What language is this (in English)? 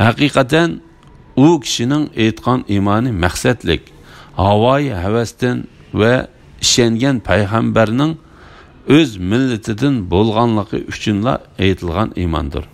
Uyghur